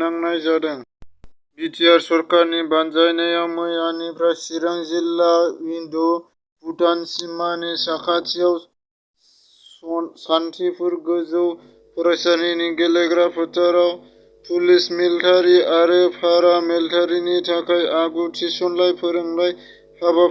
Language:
Bodo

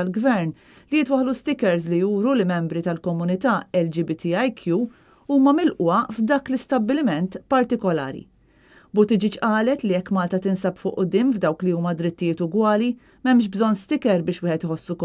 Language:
Maltese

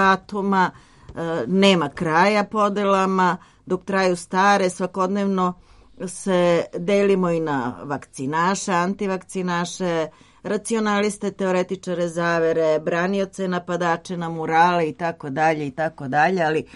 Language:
Serbian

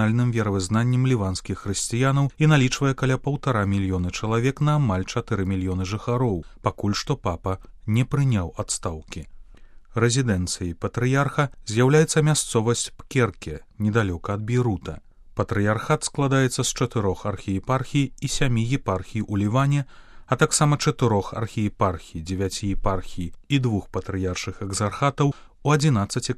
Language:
Belarusian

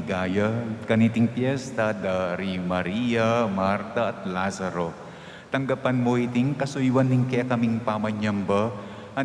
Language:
Pampanga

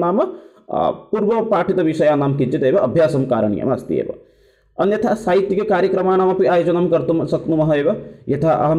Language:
Sanskrit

